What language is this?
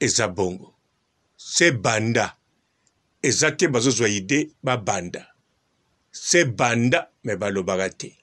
Lingala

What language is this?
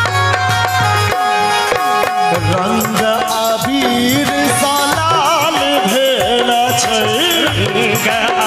Maithili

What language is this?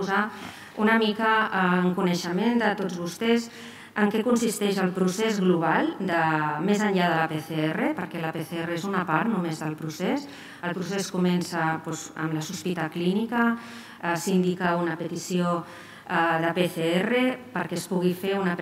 Catalan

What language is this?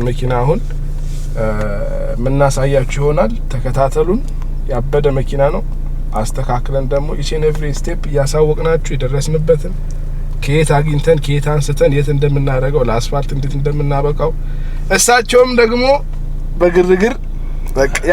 Amharic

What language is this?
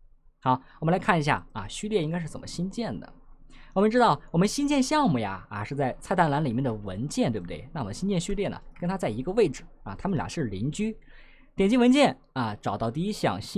Chinese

